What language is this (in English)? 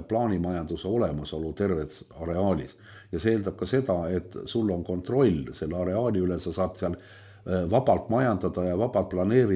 Estonian